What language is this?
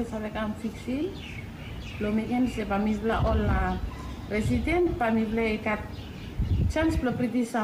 Bislama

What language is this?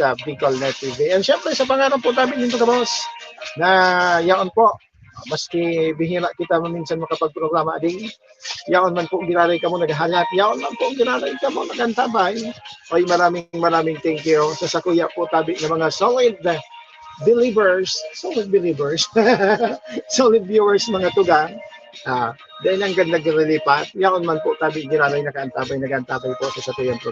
Bikol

